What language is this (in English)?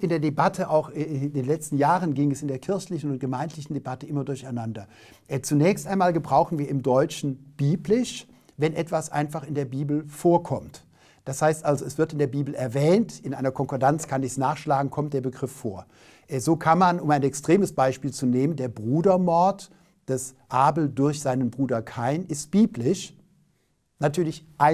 German